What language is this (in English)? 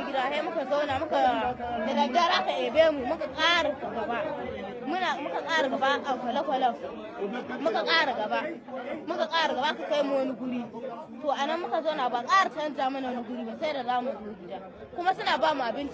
Hausa